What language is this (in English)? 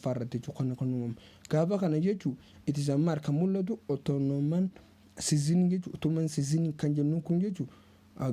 Oromo